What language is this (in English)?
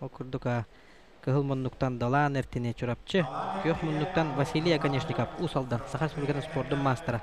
Yakut